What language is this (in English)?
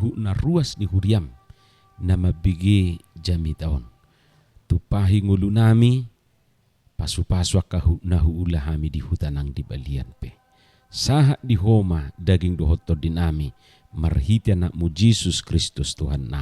Batak Toba